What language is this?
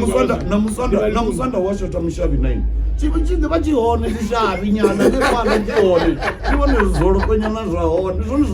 Venda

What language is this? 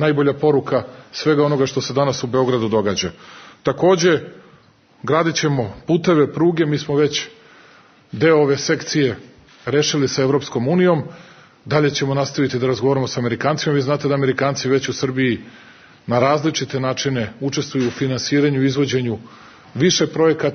Serbian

